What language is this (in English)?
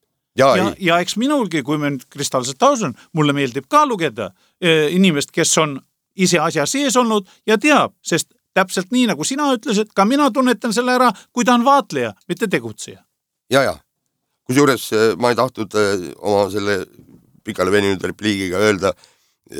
Estonian